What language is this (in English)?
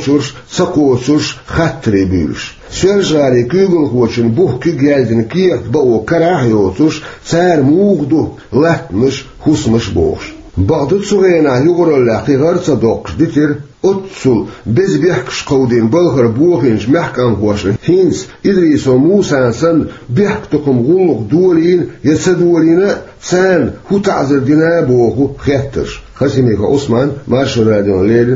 Chechen